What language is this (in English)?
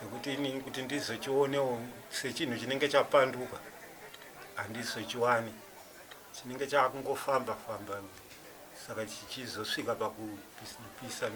Shona